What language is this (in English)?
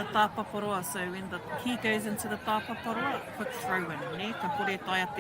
Māori